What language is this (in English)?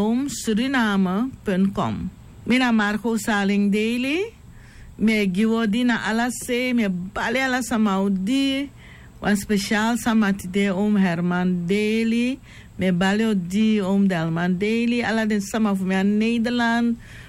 Sranan Tongo